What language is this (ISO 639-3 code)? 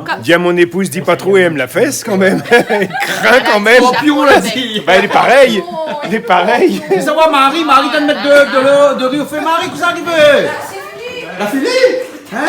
rcf